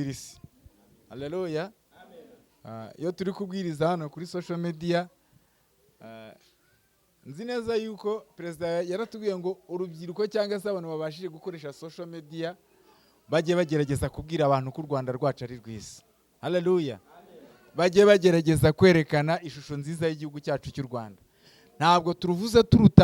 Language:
Kinyarwanda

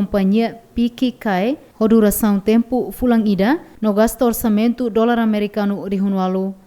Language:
Tetum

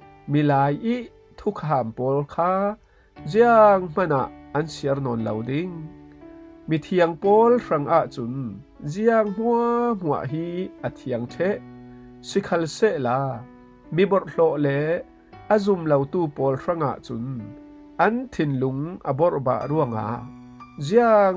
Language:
Falam Chin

